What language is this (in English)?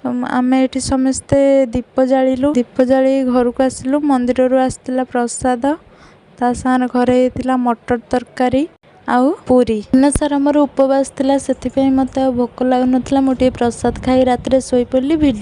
Odia